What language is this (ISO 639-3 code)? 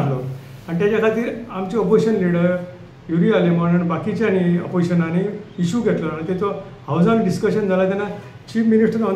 kok